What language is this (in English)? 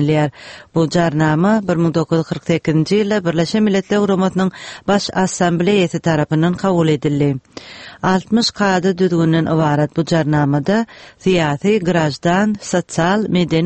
Turkmen